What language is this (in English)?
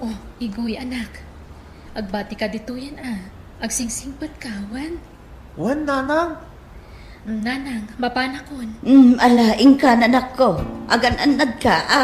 Iloko